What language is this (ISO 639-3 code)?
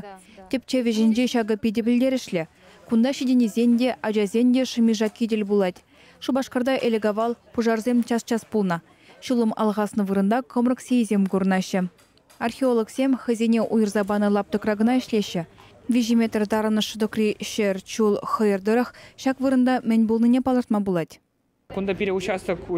chv